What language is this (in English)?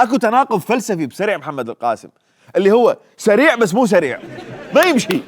Mesopotamian Arabic